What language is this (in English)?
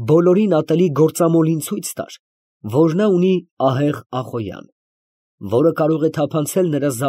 Armenian